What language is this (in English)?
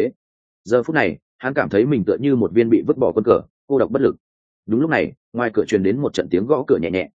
Vietnamese